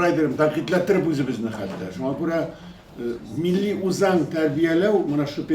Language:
Tatar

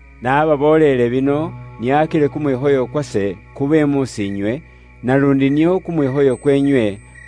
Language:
Luyia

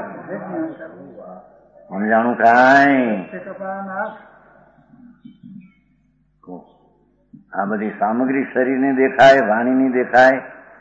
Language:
Gujarati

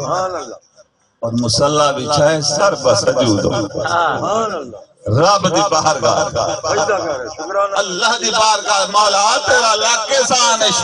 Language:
Saraiki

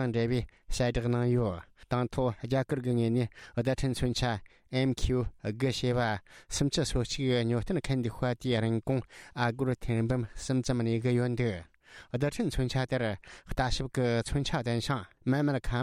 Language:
Tibetan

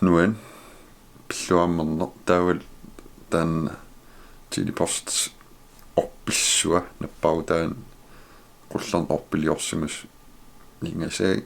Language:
Kalaallisut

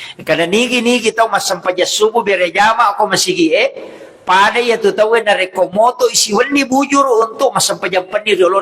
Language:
Buginese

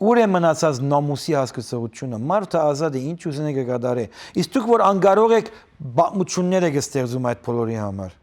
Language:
Western Armenian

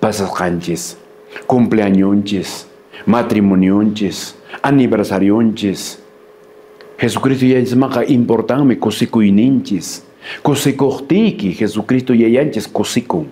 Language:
Quechua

